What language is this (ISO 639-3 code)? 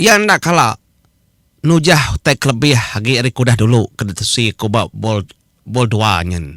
iba